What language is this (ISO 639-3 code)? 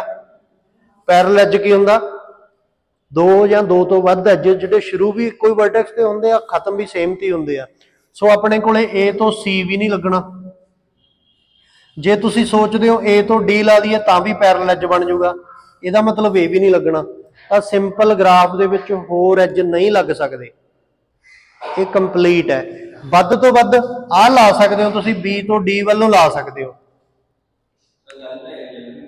pan